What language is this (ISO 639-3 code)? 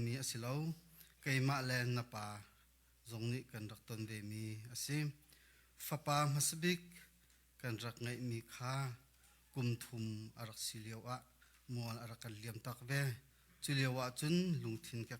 cnh